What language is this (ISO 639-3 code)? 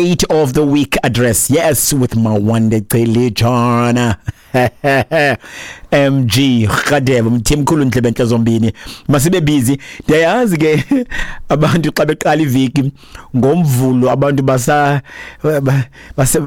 xho